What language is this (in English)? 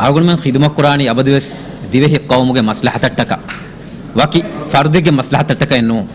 Divehi